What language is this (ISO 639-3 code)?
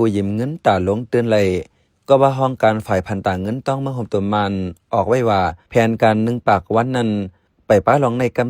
shn